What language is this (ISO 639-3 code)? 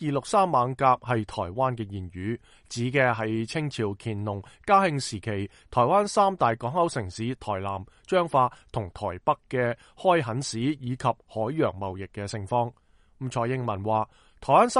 yue